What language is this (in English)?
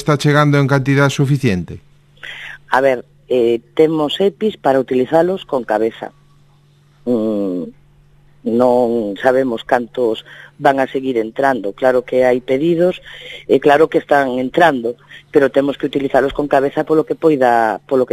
Galician